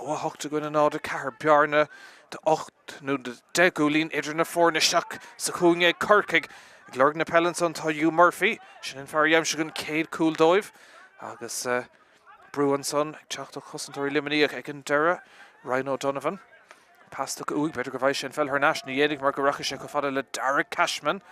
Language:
Irish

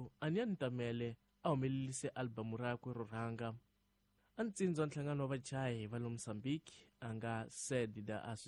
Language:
Tsonga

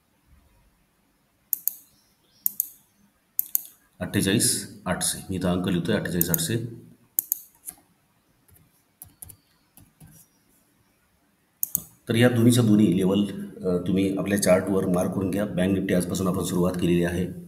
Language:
Marathi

